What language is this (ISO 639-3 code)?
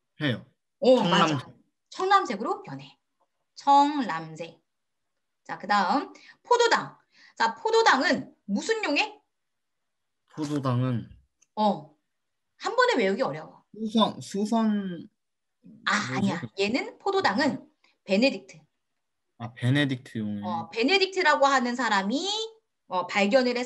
kor